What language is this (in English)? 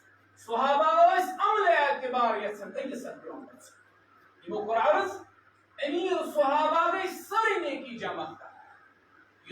Kashmiri